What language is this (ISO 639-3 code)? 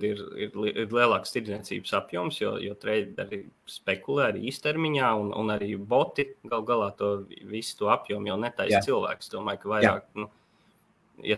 lav